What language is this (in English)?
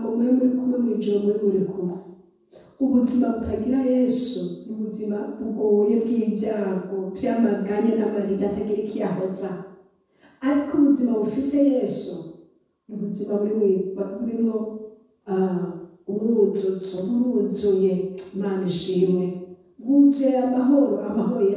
Rundi